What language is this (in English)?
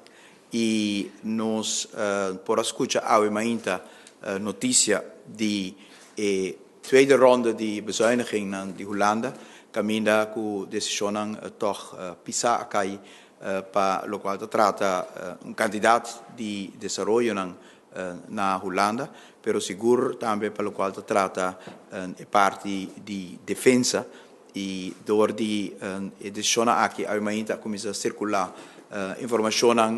Papiamento